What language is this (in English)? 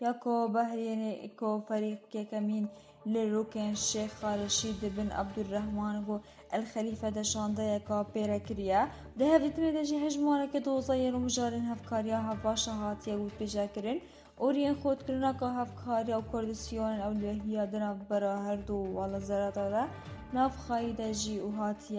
Kurdish